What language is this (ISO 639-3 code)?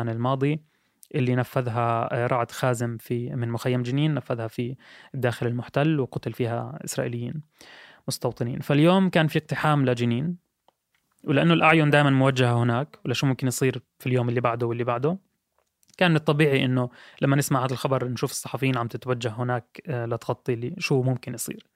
apc